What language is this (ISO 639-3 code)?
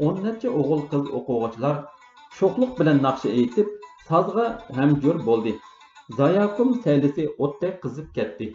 uig